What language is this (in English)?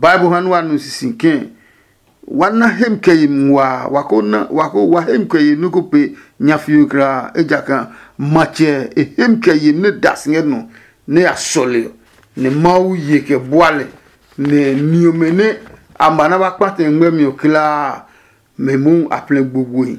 Adangme